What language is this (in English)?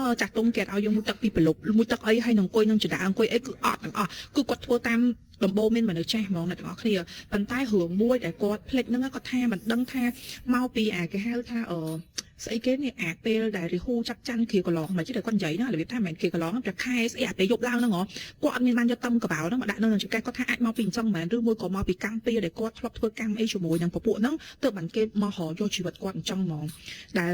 Khmer